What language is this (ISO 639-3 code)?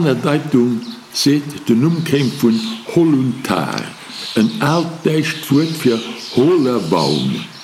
ltz